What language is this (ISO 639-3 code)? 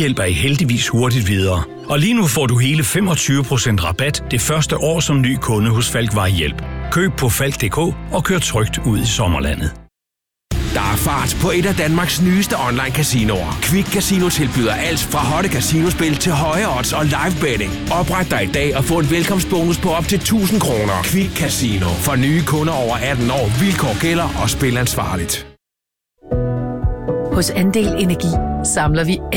dan